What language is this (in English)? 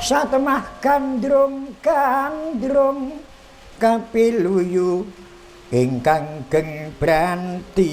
Javanese